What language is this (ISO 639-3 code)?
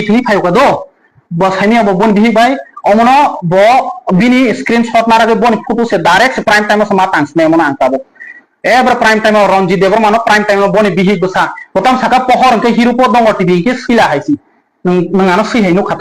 trp